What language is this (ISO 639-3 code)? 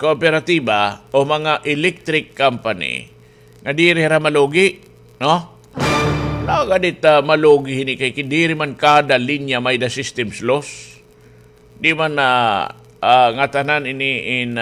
war